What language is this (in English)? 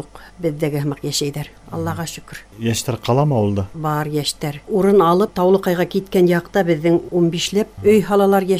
Bashkir